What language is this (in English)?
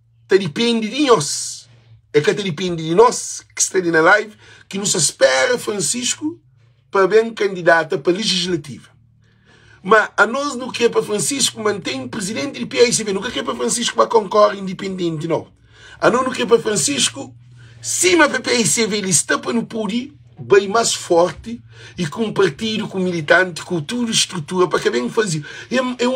Kabuverdianu